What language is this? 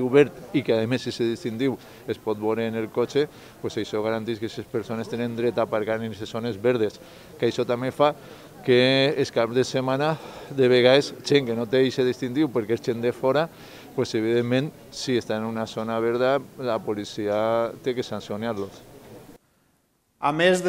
Catalan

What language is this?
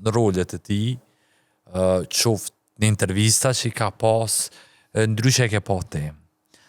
Albanian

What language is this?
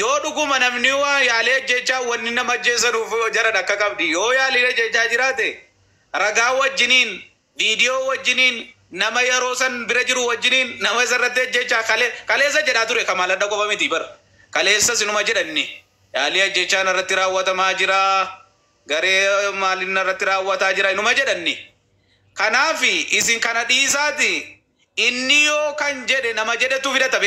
Oromo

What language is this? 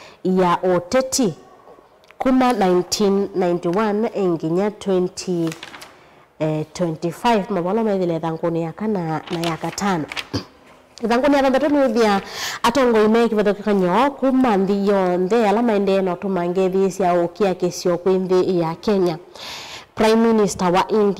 Kamba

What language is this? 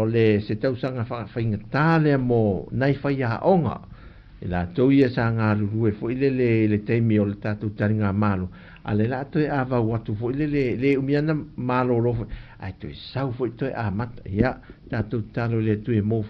Samoan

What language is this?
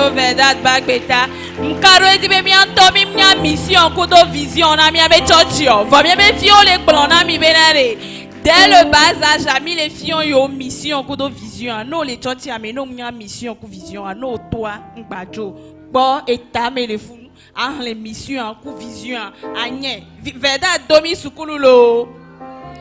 Ewe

